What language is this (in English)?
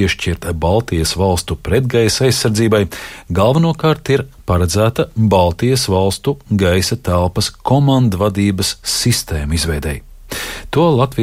Latvian